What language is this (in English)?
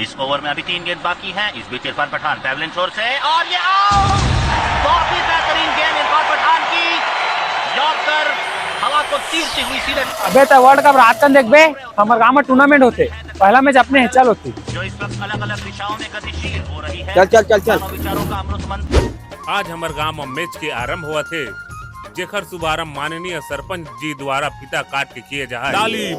Chhattisgarhi